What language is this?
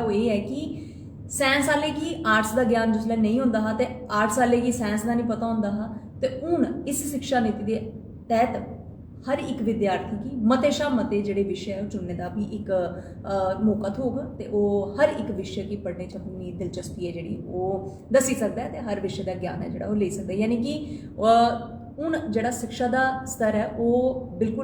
Dogri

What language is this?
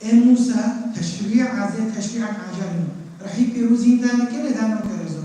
Kurdish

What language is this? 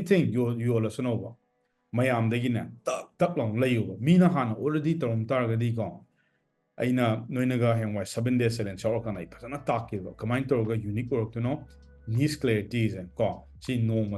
Manipuri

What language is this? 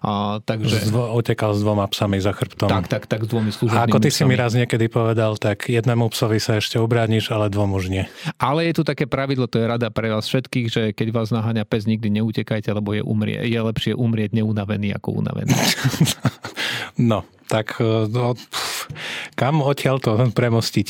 Slovak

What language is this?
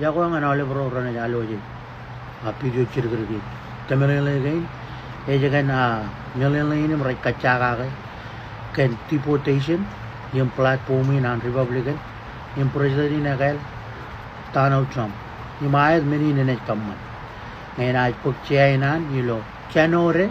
Marshallese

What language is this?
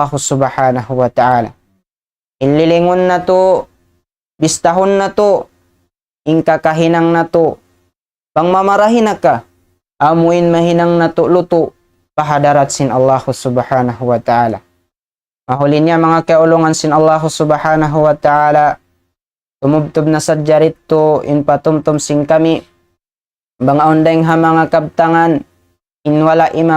Tausug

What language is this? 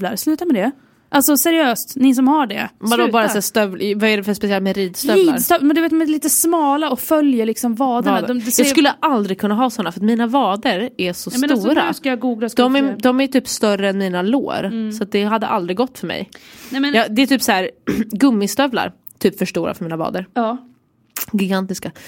Swedish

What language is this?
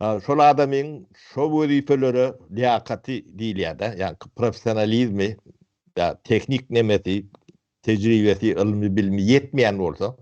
Turkmen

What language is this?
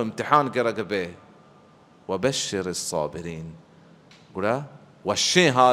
Baluchi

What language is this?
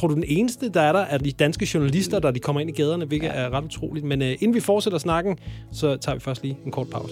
Danish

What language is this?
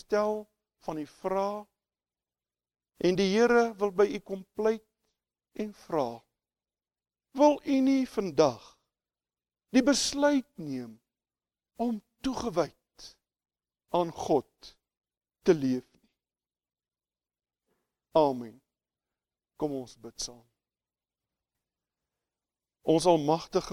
Afrikaans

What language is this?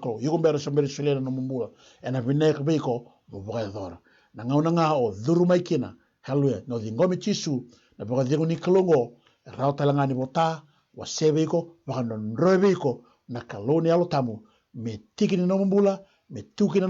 Fijian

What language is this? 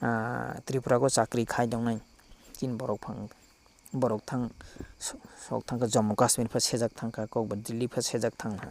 Kok Borok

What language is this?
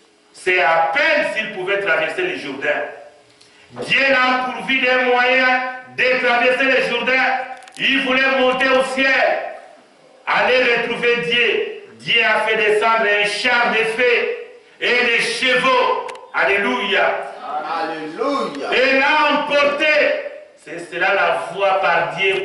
French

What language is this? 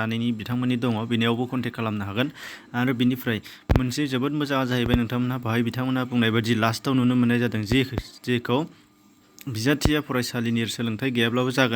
Bodo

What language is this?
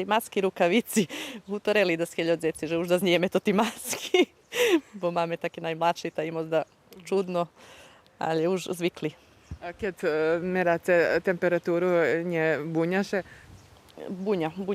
Rusyn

